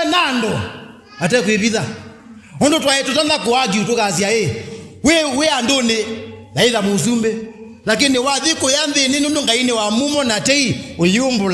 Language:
Kamba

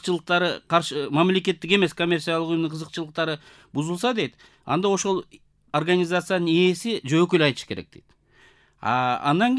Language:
Kyrgyz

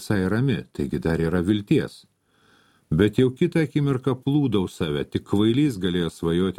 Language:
Lithuanian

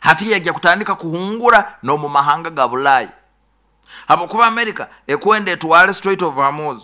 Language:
Nyoro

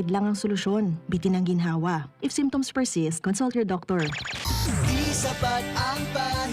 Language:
Bikol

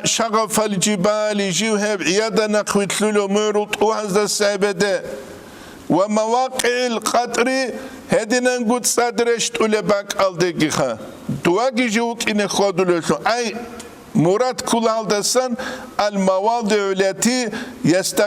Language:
Avaric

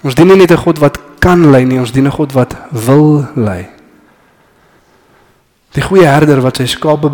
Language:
Afrikaans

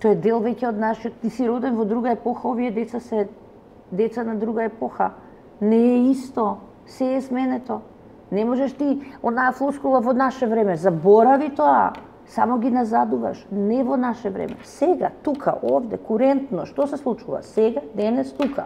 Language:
Macedonian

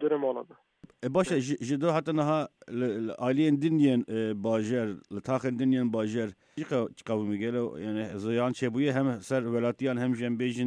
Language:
Kurdish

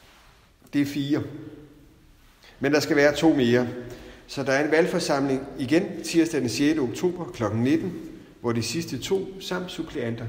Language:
Danish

